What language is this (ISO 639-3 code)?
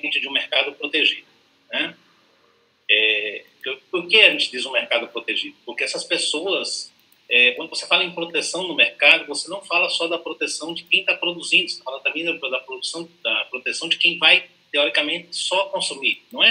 por